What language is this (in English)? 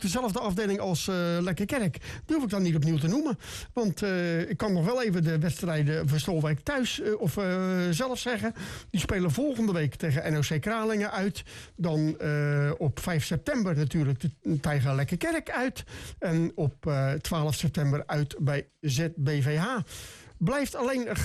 Dutch